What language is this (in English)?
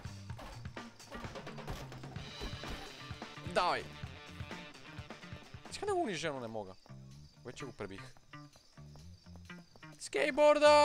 Bulgarian